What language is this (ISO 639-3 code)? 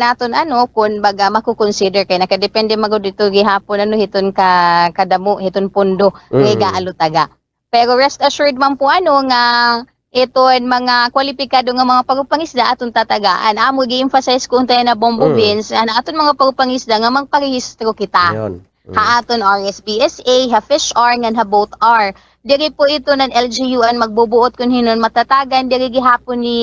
war